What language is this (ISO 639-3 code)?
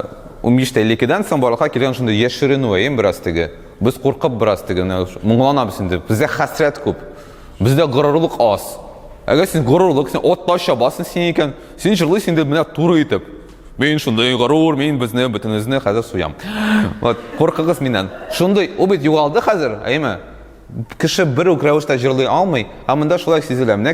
tat